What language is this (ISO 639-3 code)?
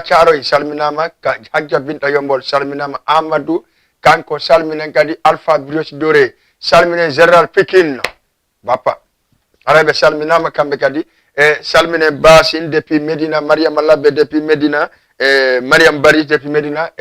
ful